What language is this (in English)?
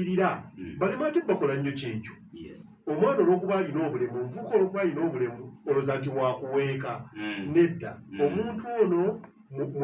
Ganda